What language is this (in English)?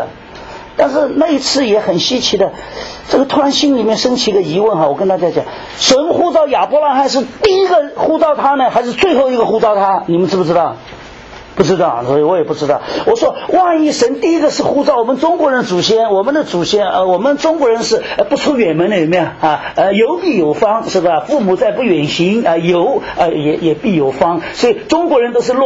Chinese